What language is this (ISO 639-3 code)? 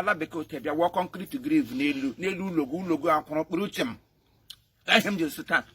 ibo